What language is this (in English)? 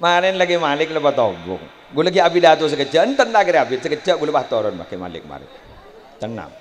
Madurese